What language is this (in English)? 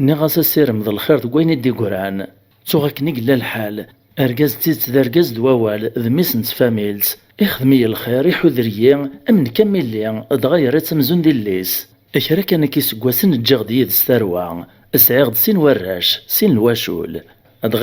Kabyle